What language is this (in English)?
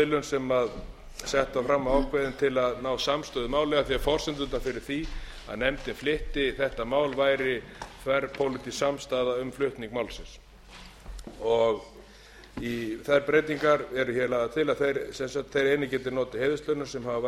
Icelandic